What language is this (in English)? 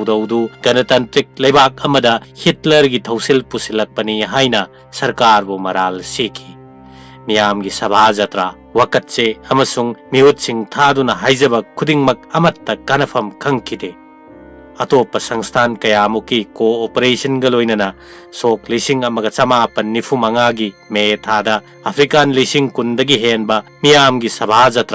Manipuri